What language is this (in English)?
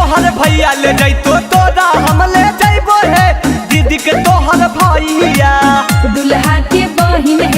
Magahi